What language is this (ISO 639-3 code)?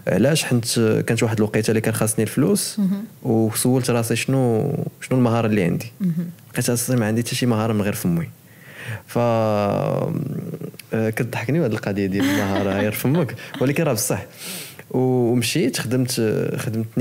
ary